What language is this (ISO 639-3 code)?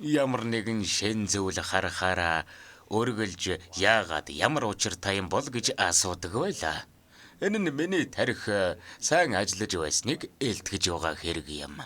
mon